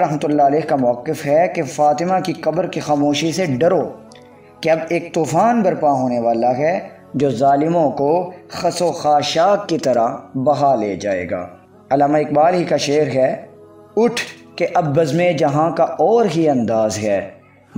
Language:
Urdu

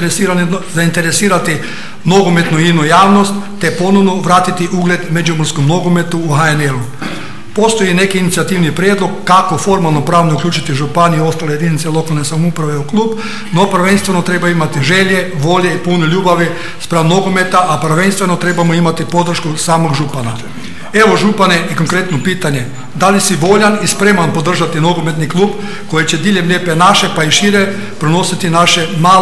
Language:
Croatian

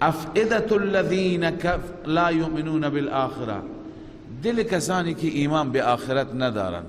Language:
Persian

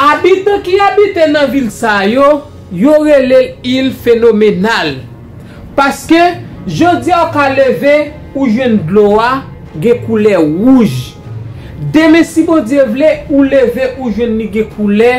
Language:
Haitian Creole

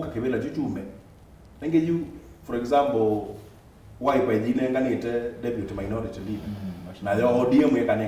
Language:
Kamba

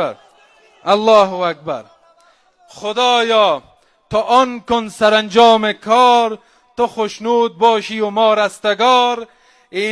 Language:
Persian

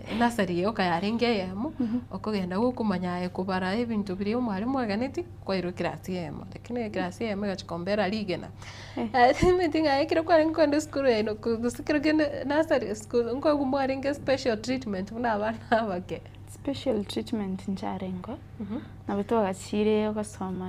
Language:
Gusii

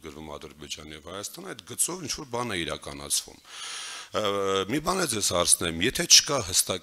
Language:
Armenian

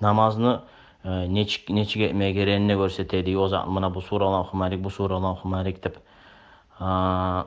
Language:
Kumyk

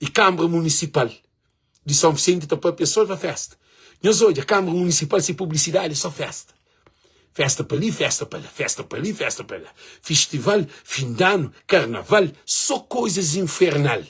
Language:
Kabuverdianu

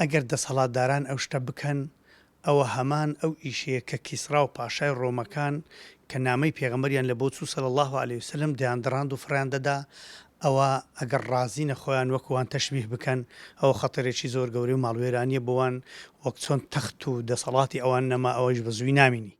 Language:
Central Kurdish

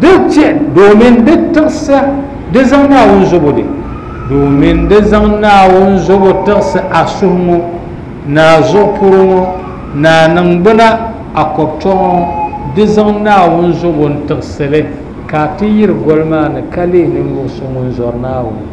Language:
Dagbani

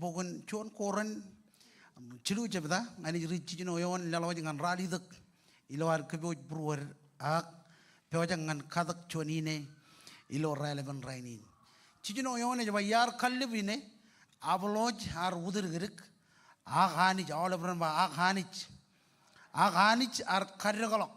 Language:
Marshallese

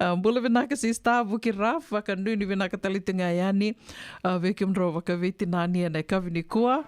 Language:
Fijian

